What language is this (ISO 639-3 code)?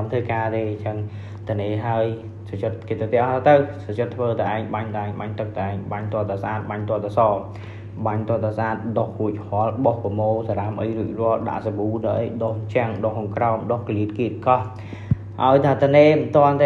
khm